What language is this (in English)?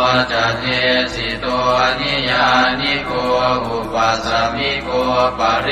Pali